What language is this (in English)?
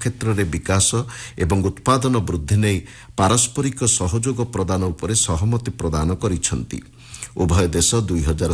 Odia